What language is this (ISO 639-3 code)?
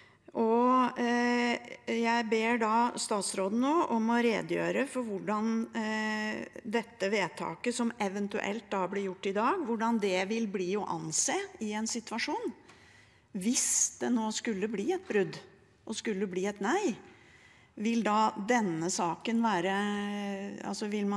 nor